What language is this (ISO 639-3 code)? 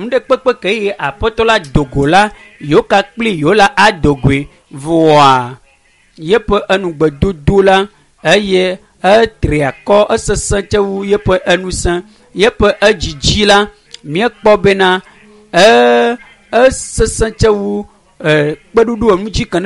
ewe